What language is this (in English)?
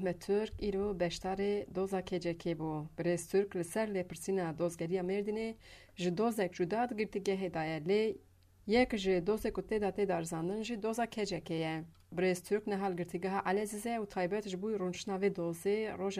Kurdish